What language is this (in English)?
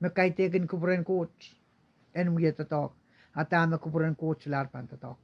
Pohnpeian